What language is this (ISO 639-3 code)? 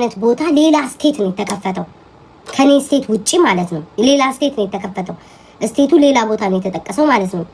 amh